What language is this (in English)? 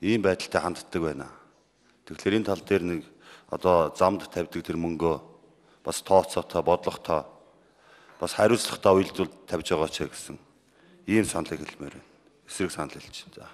Mongolian